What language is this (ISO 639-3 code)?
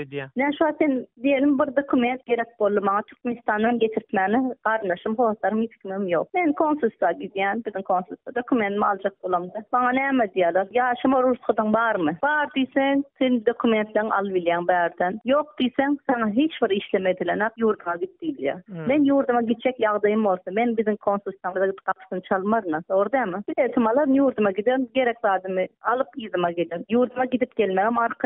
tuk